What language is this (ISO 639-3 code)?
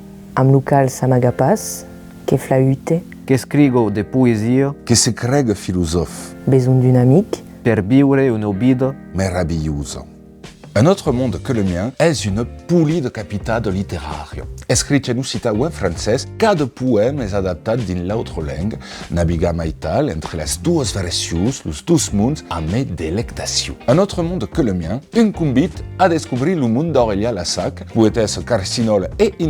oci